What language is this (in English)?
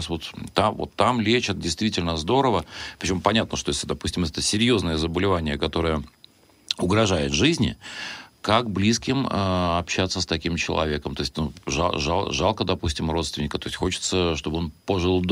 Russian